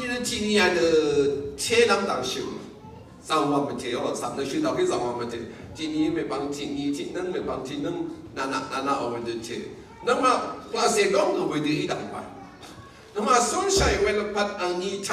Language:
Rawang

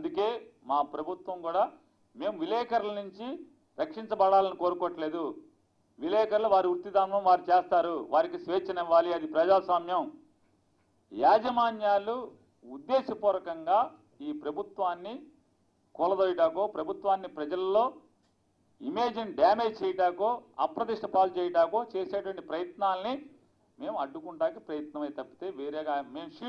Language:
Telugu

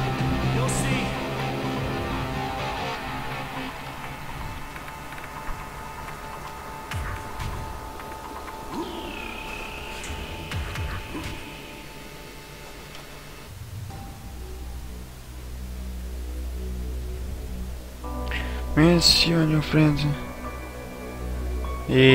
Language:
Croatian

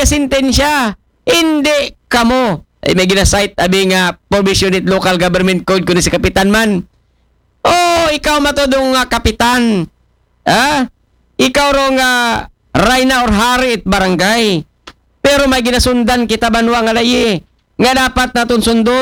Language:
Aklanon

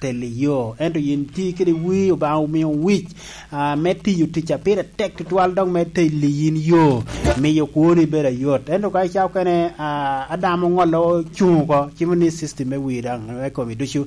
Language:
Lango (Uganda)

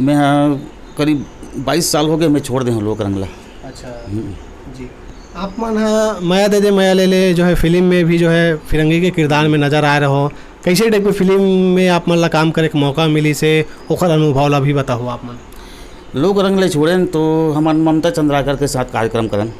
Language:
Chhattisgarhi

